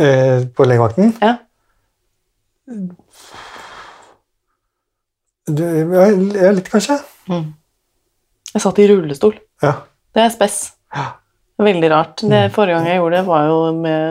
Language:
Norwegian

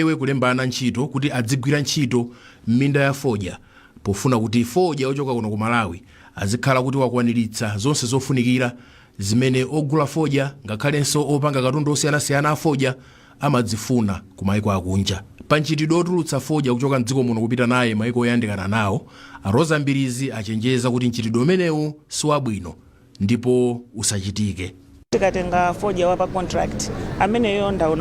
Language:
Nyanja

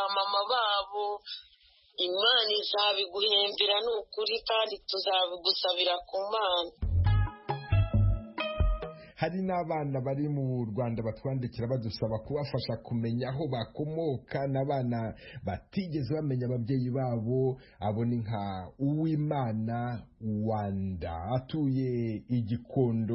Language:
Kinyarwanda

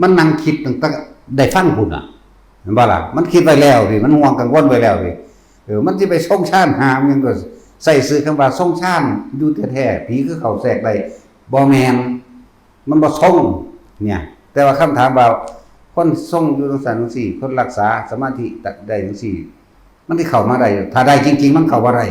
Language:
Northeastern Thai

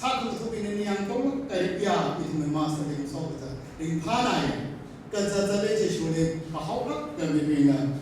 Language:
Tangkhul Naga (India)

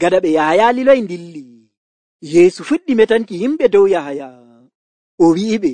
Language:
Nigerian Fulfulde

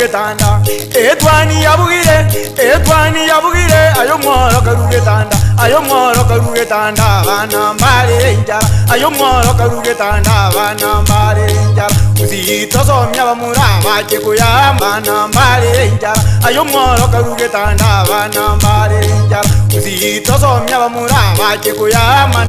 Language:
Gusii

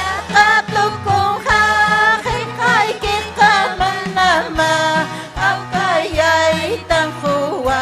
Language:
Ayacucho Quechua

